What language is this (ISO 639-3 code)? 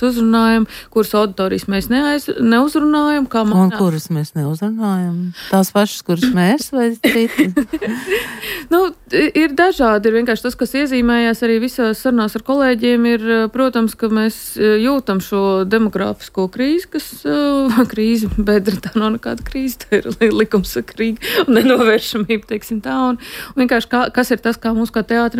lav